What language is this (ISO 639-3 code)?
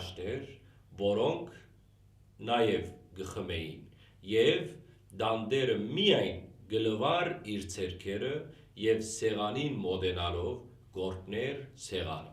hyw